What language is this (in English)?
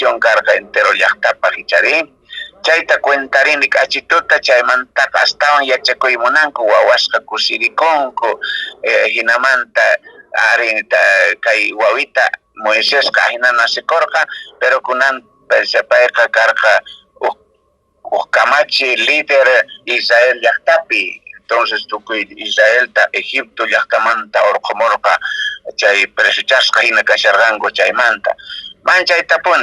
Quechua